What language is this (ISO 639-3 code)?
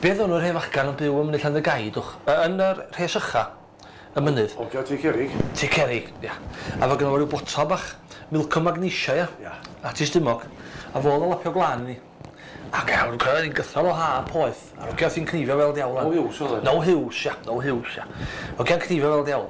cym